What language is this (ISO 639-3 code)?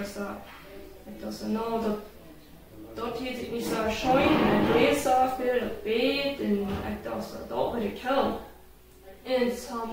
pdt